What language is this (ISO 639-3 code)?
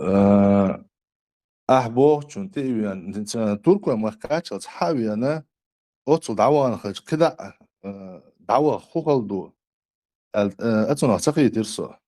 che